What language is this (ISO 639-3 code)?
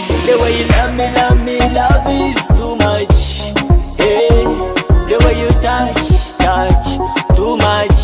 nyo